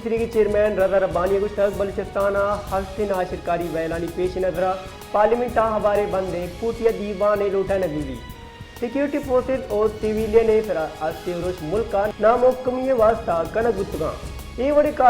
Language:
Baluchi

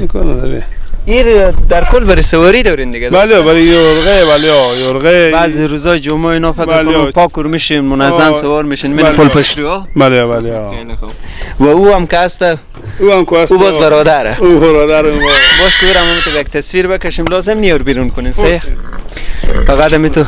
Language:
Persian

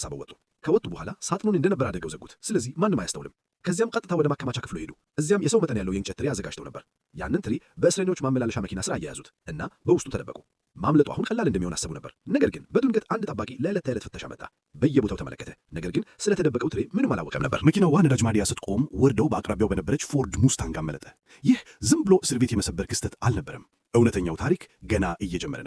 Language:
Amharic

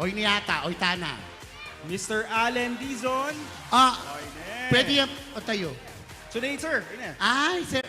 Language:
Pampanga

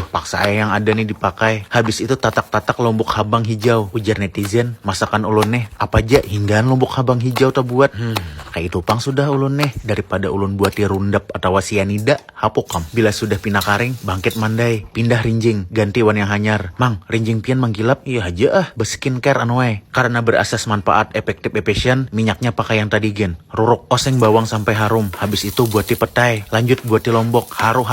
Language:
Banjar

